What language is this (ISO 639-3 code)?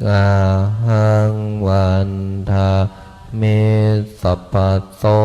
pli